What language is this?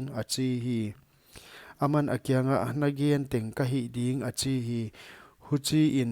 Paite Chin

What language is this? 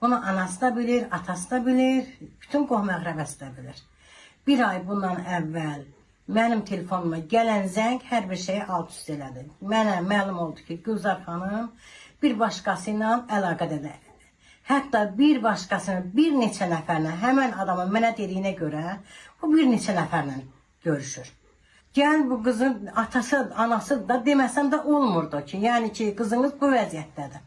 Azerbaijani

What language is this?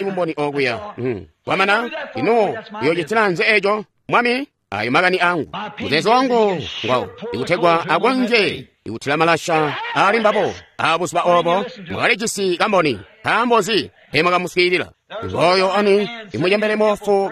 Tonga (Zambia)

